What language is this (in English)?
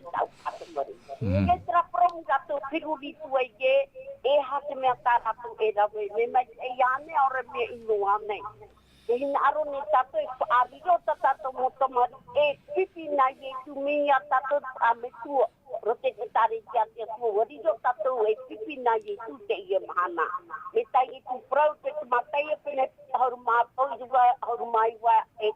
Tahitian